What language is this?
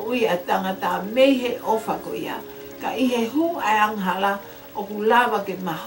Tongan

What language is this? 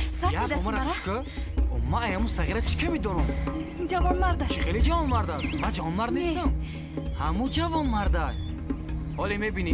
Tajik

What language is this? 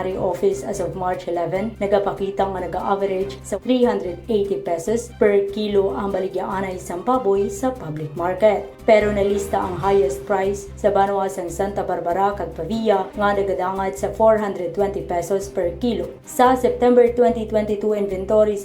Hiligaynon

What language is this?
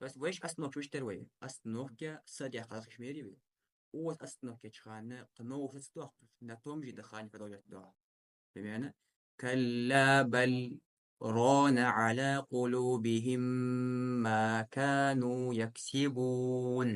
Ingush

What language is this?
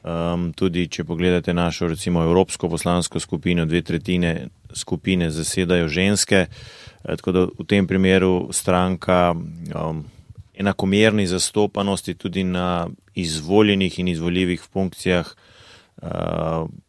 Slovenian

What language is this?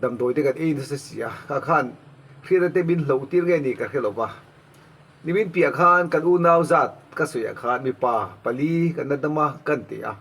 Mizo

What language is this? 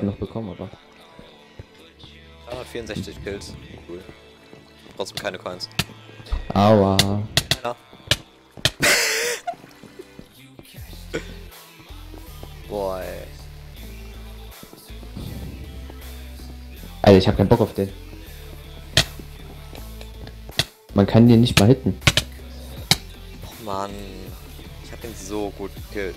German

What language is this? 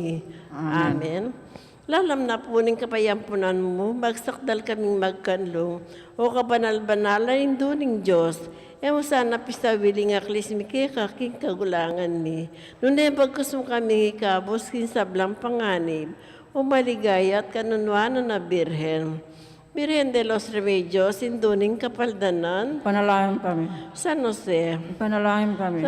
Pampanga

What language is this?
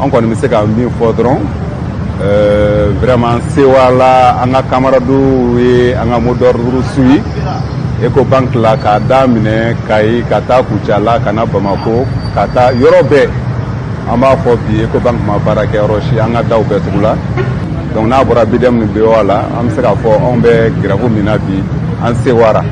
Bambara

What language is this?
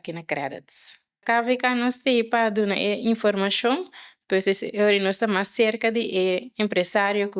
Papiamento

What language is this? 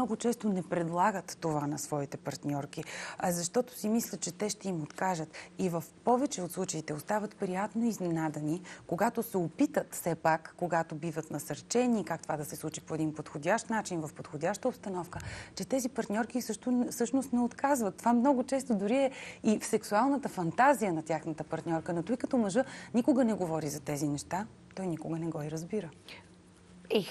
Bulgarian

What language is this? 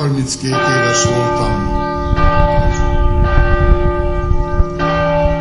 Hungarian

